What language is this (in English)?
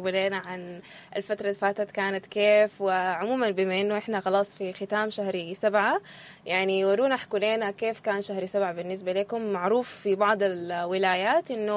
Sudanese Arabic